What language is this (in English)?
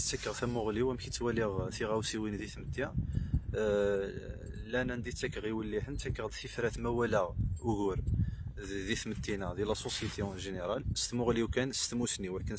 Kabyle